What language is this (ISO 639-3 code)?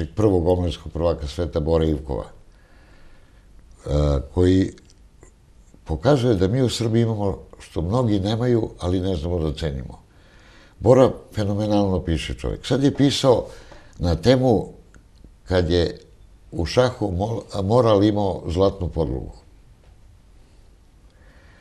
srp